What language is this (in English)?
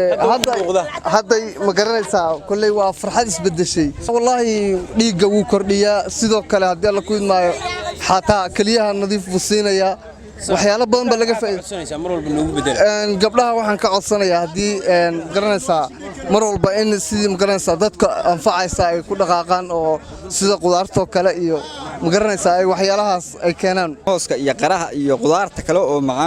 Somali